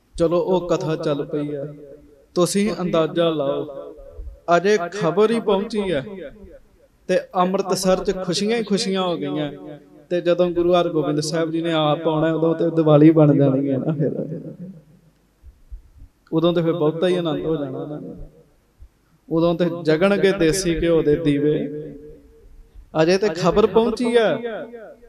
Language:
Punjabi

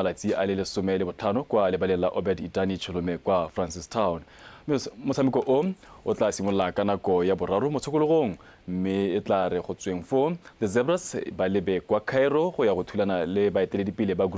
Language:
Tswana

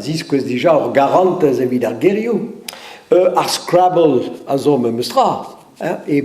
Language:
Breton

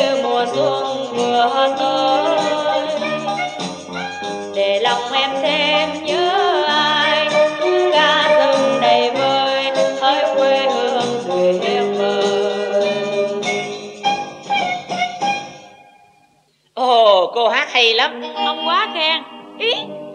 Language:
Vietnamese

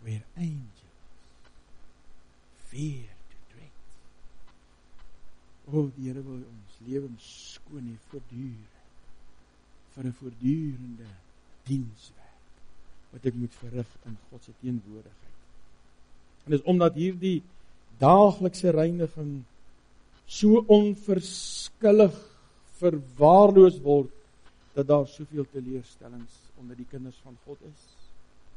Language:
Afrikaans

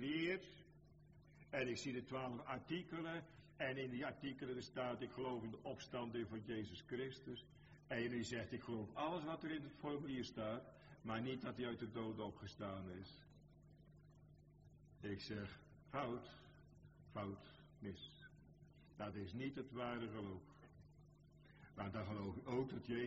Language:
Dutch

